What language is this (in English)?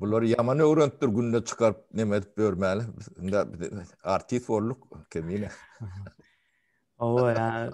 Turkmen